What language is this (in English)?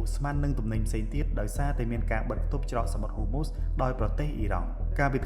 Khmer